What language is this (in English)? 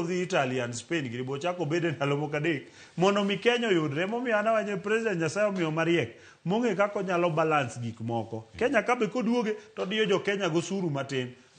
Luo (Kenya and Tanzania)